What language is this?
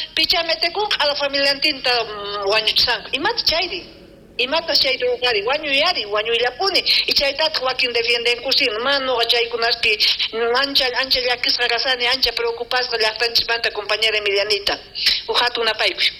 South Bolivian Quechua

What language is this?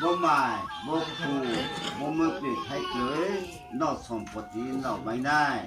Riang (India)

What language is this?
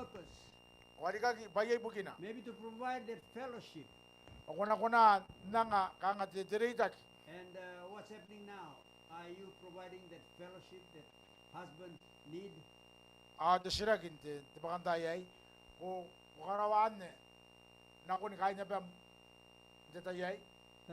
Gilbertese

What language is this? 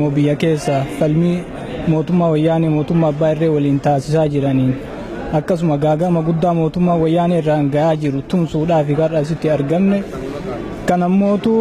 Oromo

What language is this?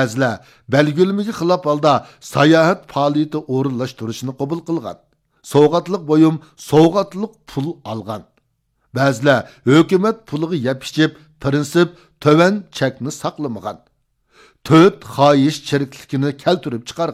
Uyghur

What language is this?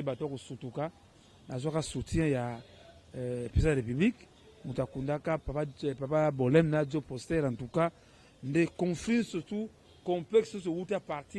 Lingala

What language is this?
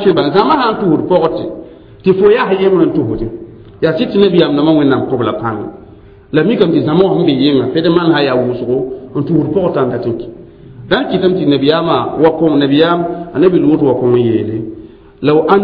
Mossi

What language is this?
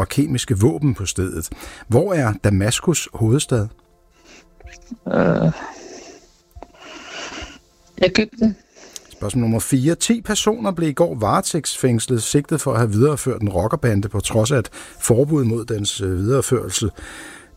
Danish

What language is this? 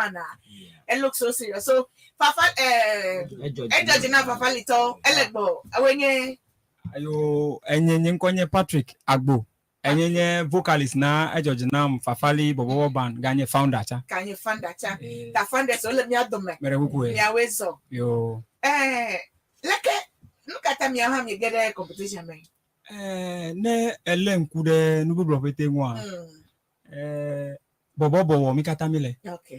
Ewe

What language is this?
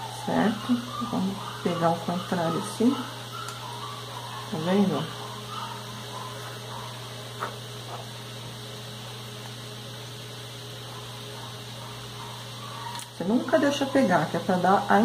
Portuguese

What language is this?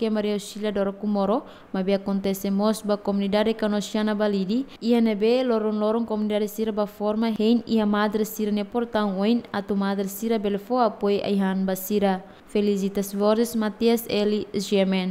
Tetum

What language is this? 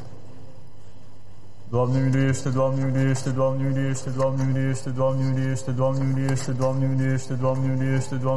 Romanian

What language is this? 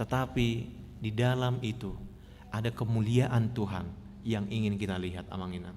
Batak Toba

